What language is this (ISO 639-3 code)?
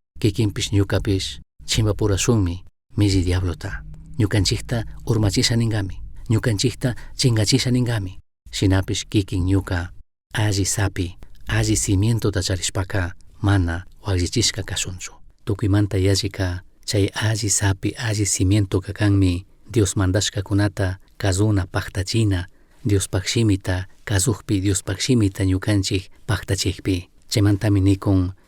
qug